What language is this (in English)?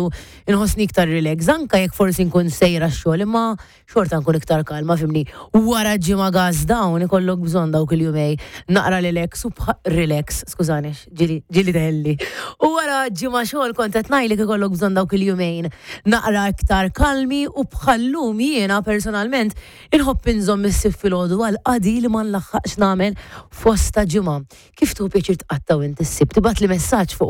Maltese